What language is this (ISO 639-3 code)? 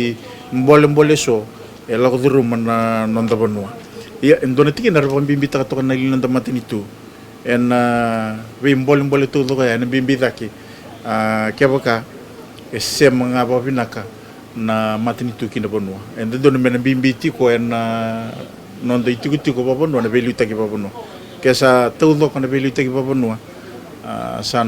fij